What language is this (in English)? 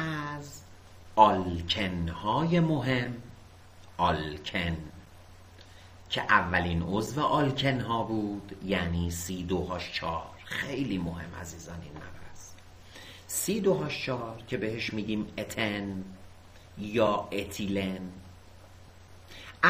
Persian